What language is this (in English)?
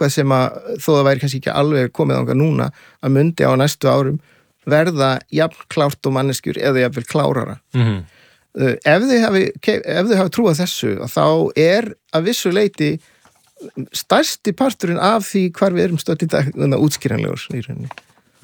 Icelandic